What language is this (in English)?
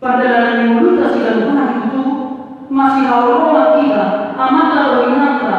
Batak Toba